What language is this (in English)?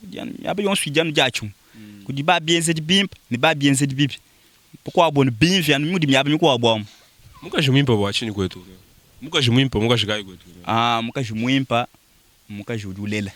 Luba-Lulua